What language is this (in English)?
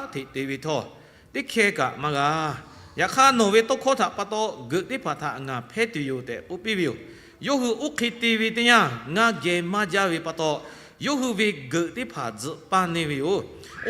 Lahu